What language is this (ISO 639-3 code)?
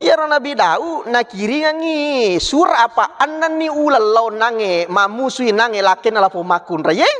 bug